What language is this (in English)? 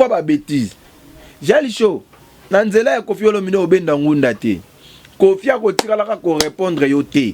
Lingala